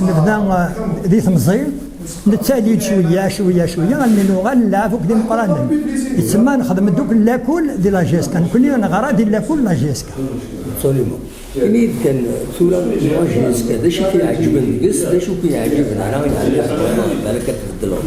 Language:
Kabyle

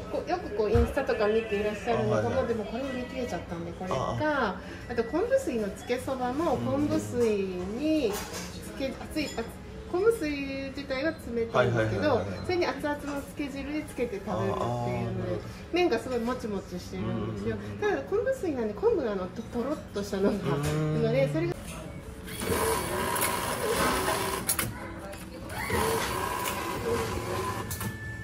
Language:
Japanese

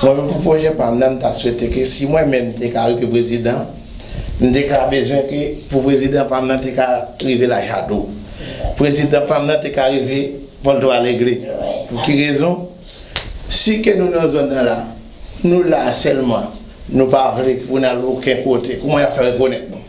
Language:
Haitian Creole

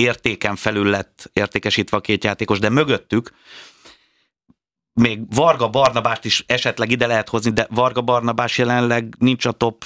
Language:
Hungarian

